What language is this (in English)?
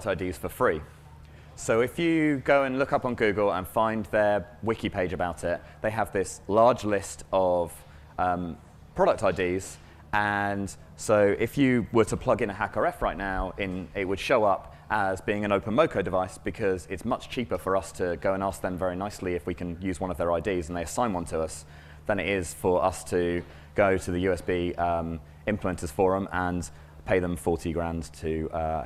English